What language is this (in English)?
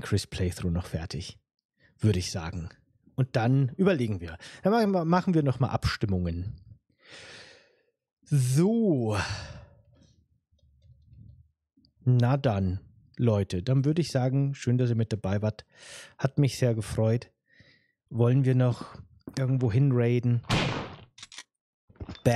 German